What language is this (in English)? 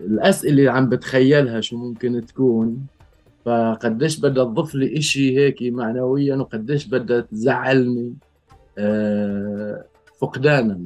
North Levantine Arabic